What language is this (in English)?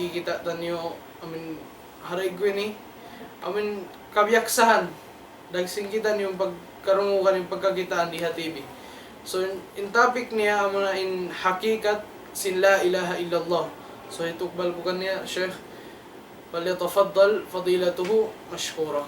Tausug